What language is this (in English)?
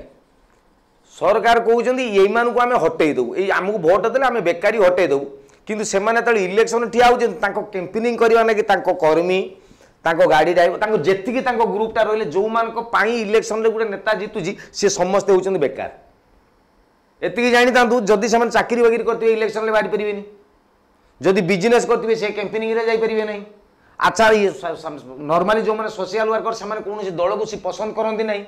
Odia